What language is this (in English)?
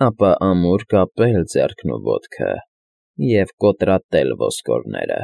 Armenian